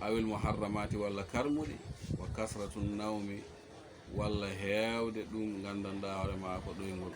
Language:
Fula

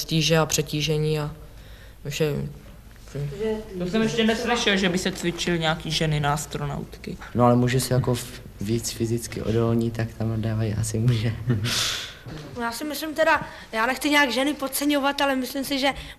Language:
Czech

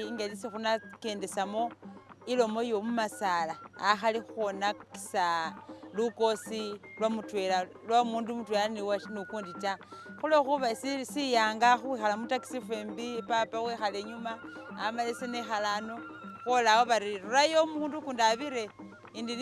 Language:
Masaaba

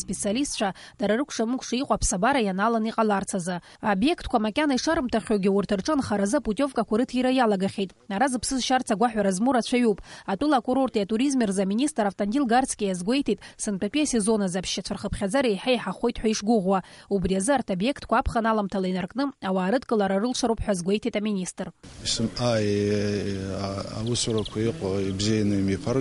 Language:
Abkhazian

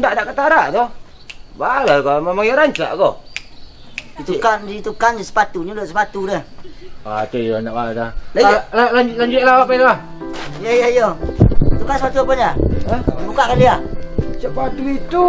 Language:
Minangkabau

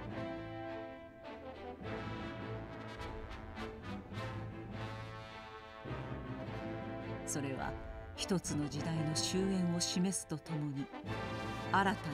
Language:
Japanese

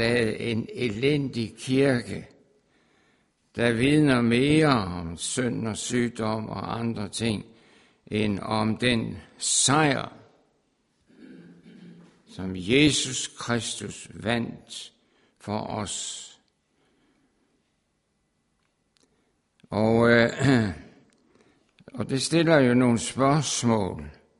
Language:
Danish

